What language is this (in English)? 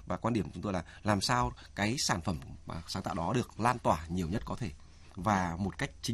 Vietnamese